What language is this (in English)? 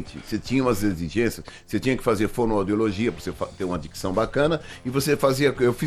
Portuguese